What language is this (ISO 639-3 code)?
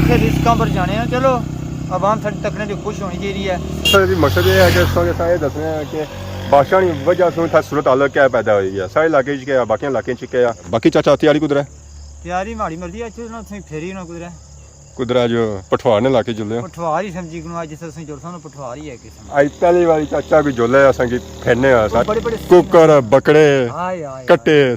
phr